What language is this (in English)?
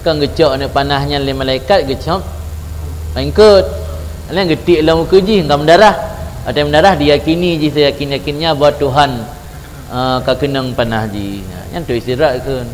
Achinese